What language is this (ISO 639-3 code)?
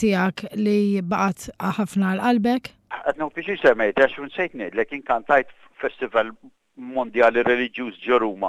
mlt